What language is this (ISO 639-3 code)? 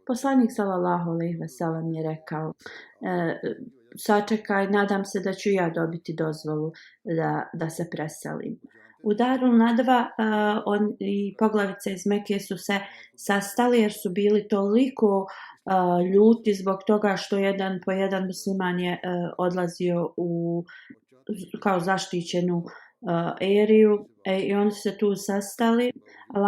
bos